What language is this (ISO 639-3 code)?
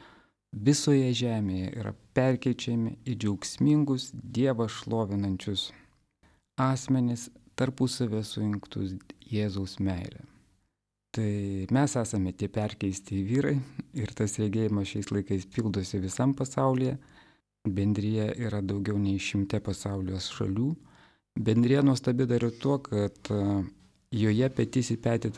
lit